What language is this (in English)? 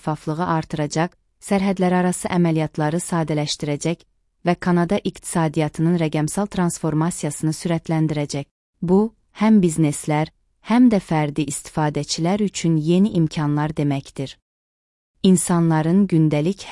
Azerbaijani